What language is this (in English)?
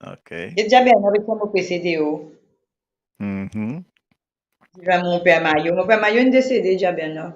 Morisyen